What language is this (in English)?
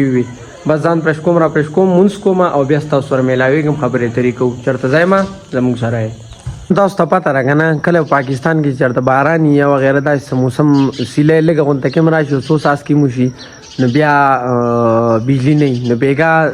Pashto